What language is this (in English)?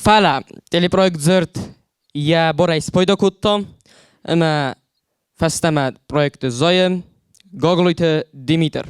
Ossetic